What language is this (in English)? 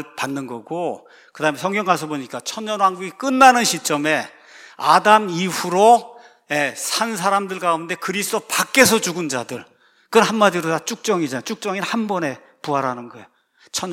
Korean